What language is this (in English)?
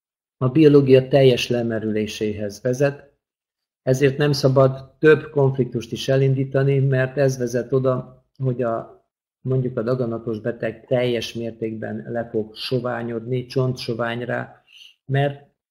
Hungarian